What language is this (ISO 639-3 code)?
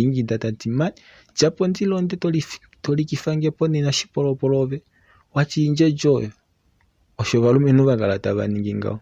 kua